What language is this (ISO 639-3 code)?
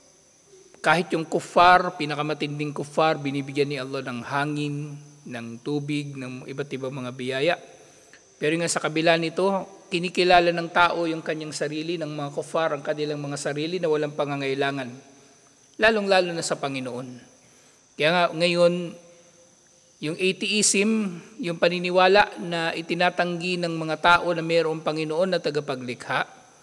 fil